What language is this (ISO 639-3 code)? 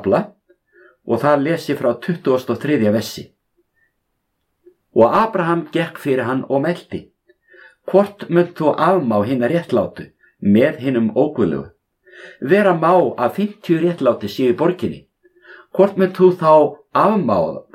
isl